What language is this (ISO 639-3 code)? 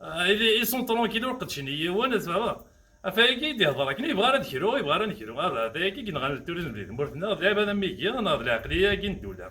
kab